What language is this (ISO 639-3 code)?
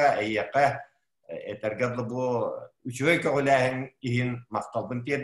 sah